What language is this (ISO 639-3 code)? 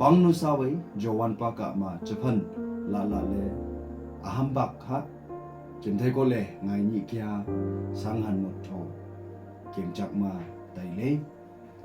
nnp